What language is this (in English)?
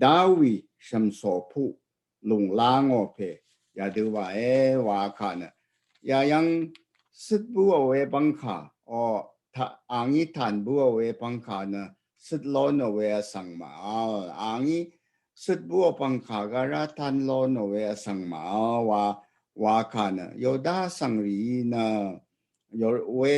Rawang